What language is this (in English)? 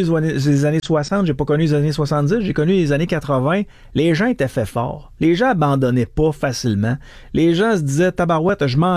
French